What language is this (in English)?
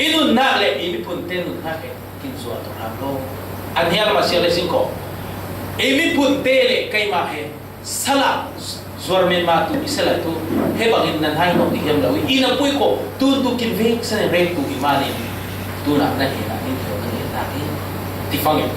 Falam Chin